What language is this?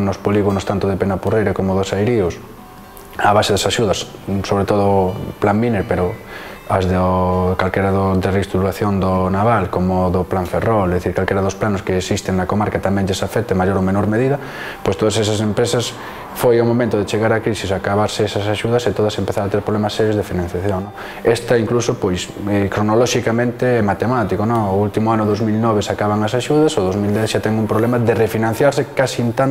Galician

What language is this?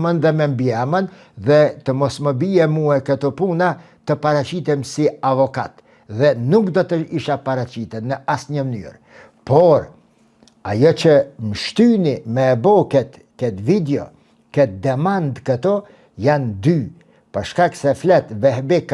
Albanian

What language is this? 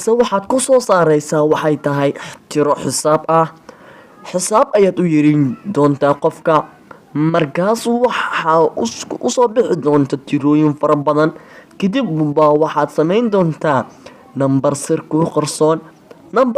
Somali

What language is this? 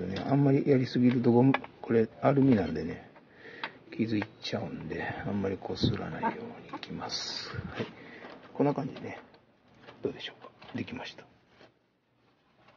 Japanese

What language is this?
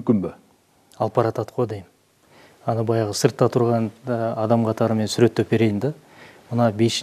Kyrgyz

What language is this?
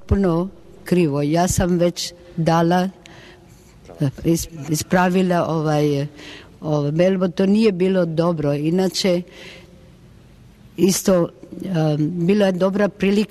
Croatian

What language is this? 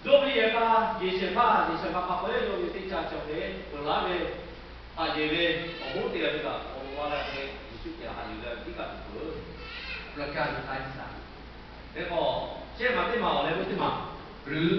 Lahu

